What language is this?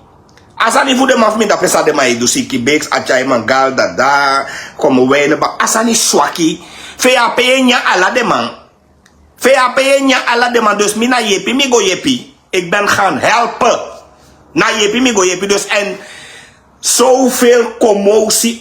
Sranan Tongo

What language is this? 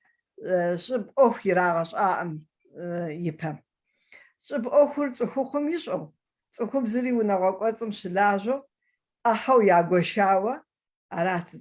Kabardian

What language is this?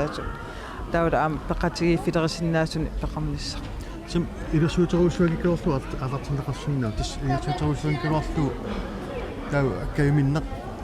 Kalaallisut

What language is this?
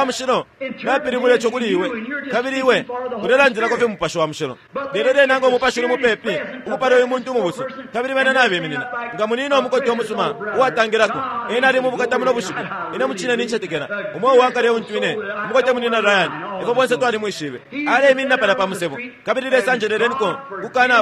Bemba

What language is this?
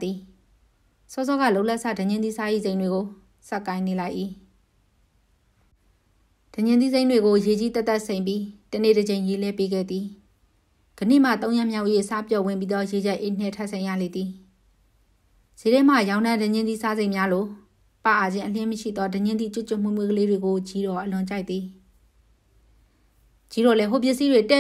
Burmese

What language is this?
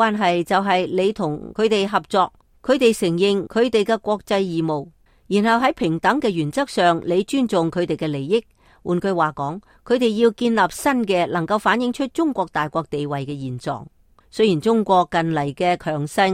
Cantonese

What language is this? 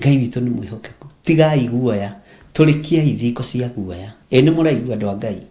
Kikuyu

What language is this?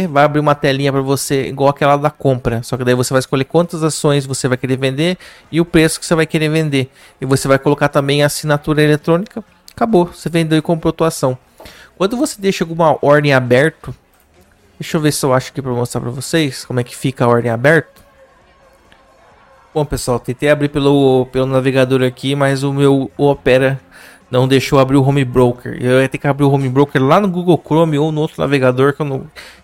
Portuguese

